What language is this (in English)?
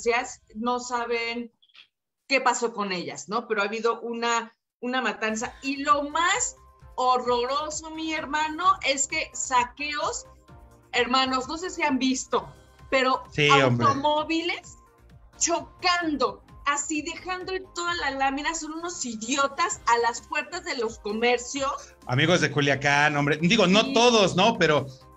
Spanish